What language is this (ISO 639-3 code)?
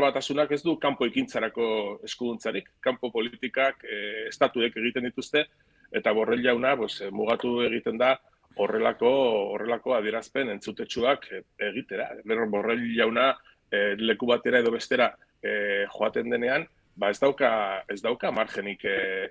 eus